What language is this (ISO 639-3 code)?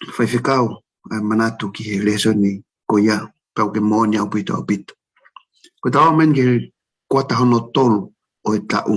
ton